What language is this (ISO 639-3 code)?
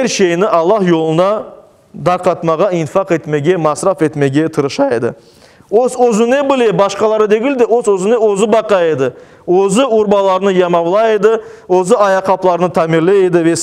crh